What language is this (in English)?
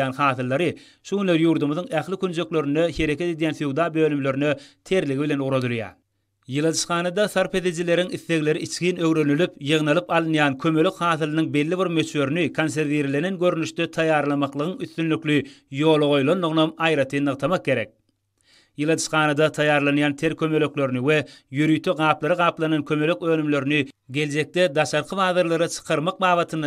Turkmen